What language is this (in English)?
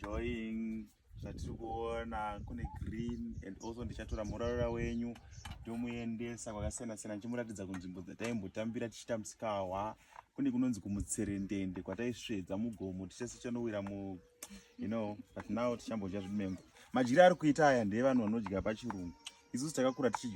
Shona